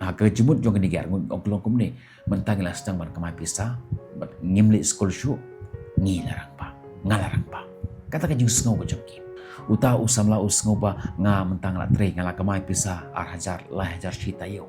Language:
Khasi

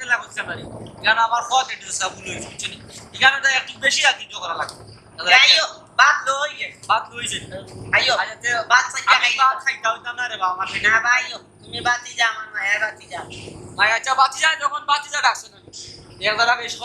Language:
Sylheti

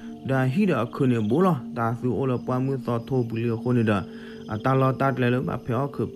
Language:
S'gaw Karen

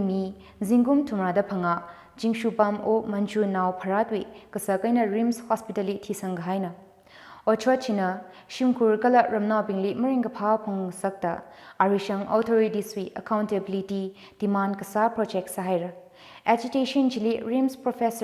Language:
Tangkhul Naga (India)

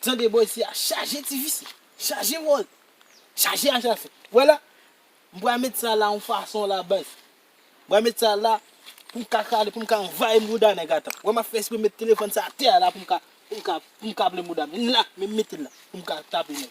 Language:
Haitian Creole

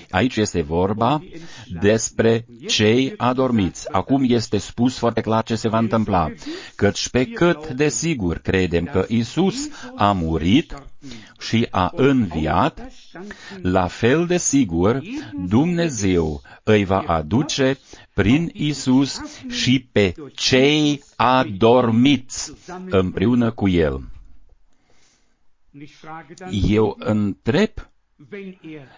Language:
Romanian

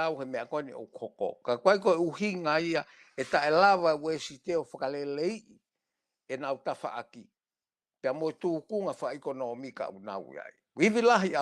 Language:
Tongan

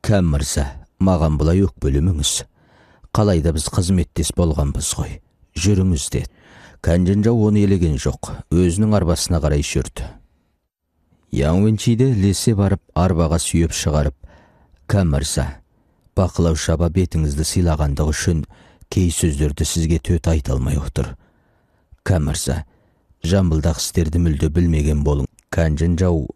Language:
Kazakh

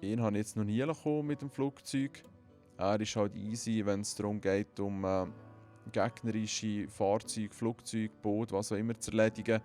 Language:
Swiss German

